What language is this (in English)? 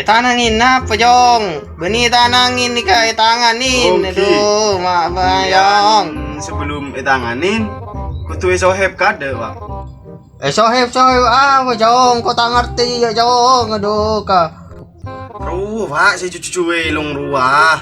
Madurese